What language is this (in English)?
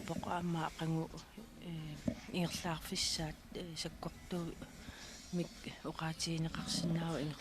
Kalaallisut